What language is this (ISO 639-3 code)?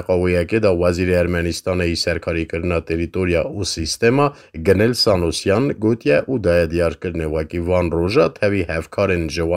kur